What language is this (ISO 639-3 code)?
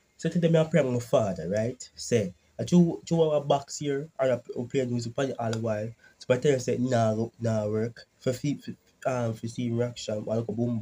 jam